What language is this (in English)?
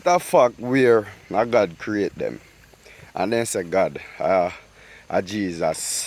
Jamaican Creole English